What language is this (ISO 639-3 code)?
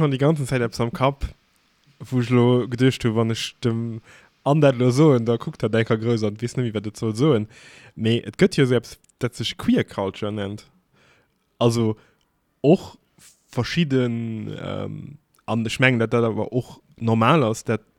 ltz